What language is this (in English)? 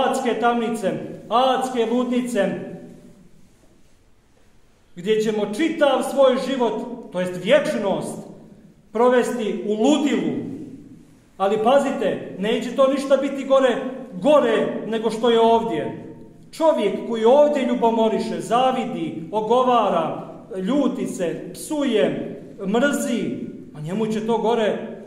Serbian